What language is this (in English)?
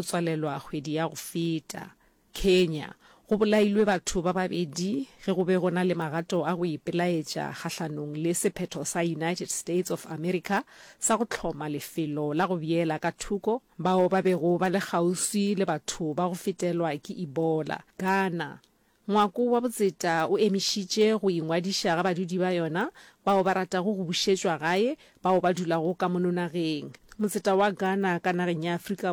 Northern Sotho